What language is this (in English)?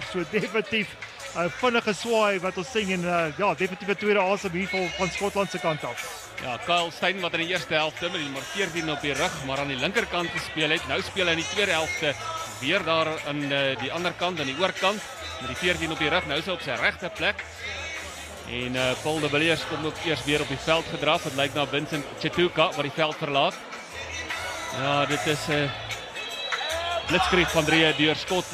Afrikaans